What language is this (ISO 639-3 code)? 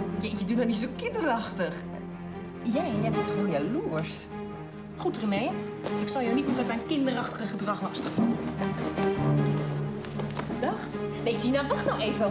nld